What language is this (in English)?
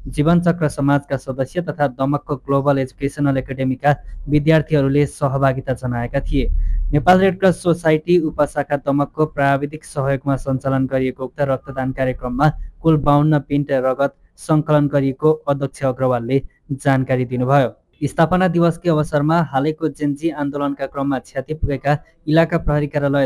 Nepali